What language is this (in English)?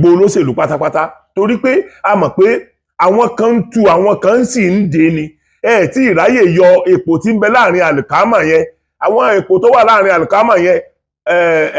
Yoruba